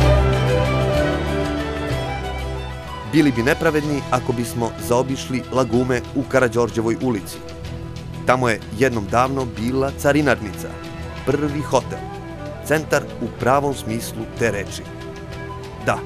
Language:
Serbian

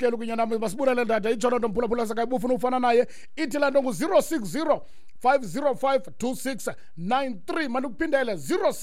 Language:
Xhosa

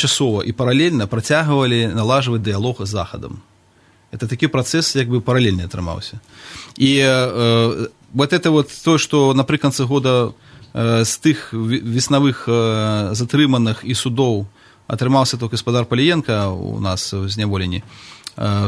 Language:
Belarusian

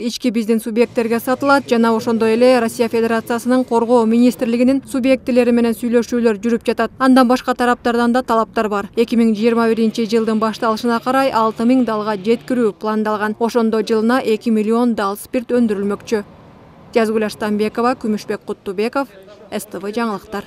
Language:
Kyrgyz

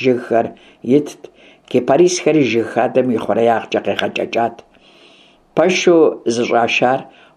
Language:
Kabardian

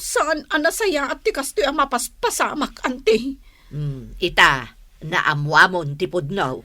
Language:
Iloko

